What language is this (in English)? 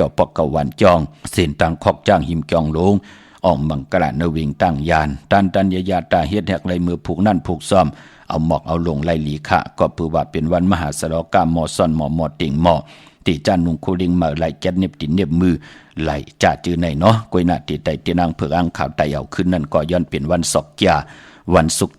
Shan